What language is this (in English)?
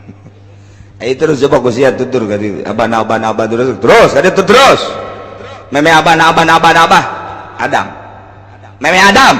Sundanese